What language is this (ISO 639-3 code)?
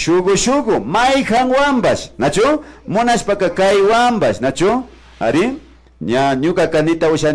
qvi